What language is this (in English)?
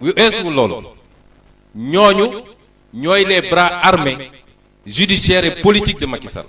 Wolof